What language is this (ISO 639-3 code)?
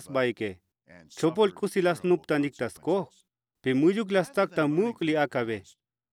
tzo